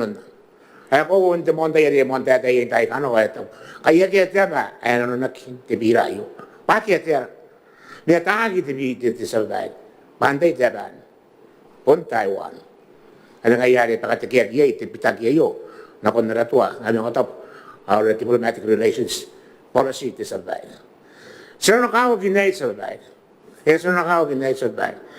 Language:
Gilbertese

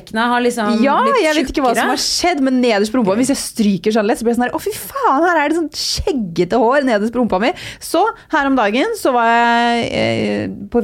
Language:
Norwegian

